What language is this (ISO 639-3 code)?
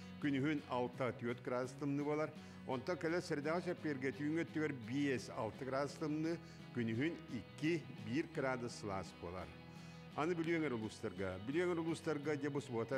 sah